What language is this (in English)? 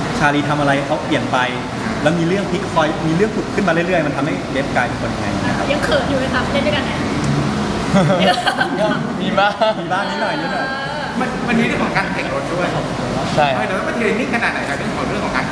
Thai